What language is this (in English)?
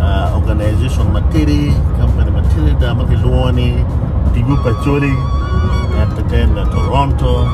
Acoli